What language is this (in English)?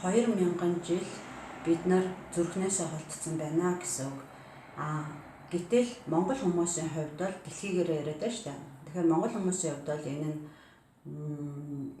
Mongolian